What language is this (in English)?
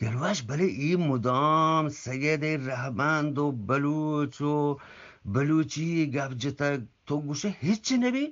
Eastern Balochi